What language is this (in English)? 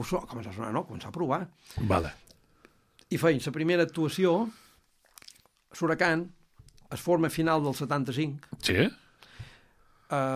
Catalan